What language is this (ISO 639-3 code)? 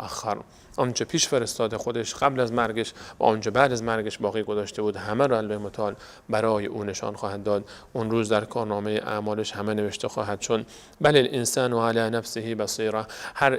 fas